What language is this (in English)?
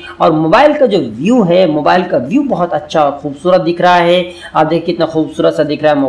Hindi